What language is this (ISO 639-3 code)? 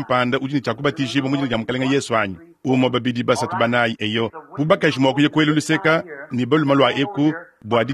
lua